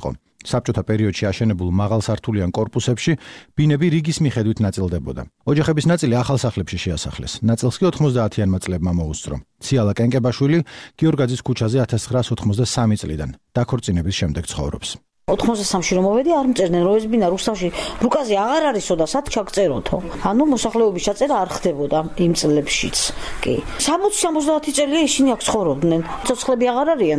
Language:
Georgian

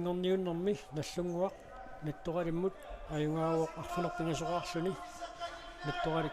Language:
Kalaallisut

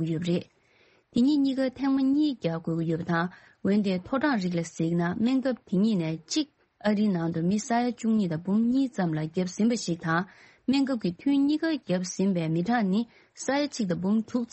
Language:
Tibetan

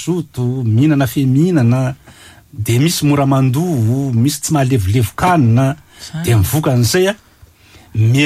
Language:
Malagasy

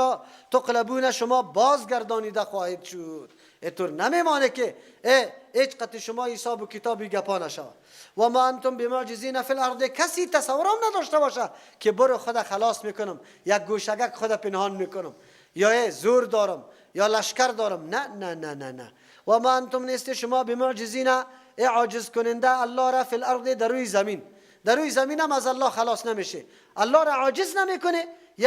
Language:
Persian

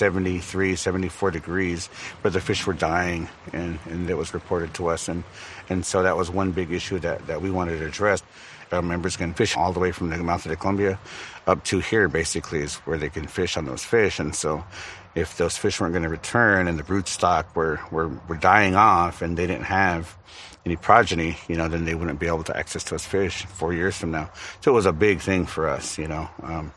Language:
English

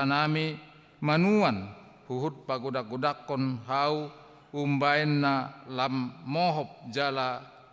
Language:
Batak Toba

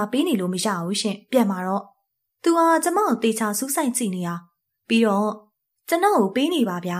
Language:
Burmese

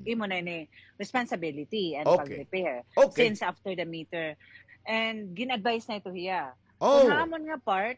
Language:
Waray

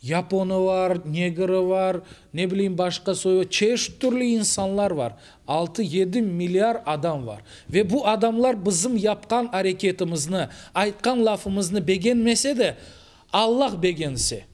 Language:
Crimean Tatar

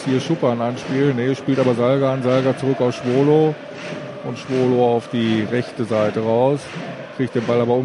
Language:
German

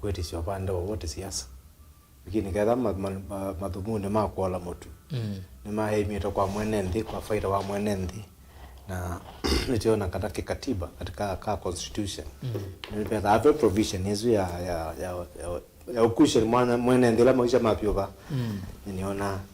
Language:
Kamba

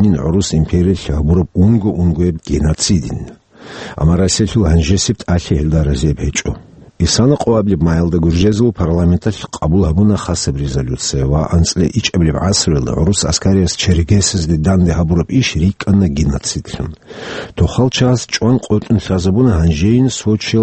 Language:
Avaric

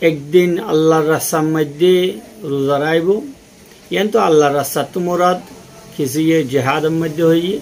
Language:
Rohingya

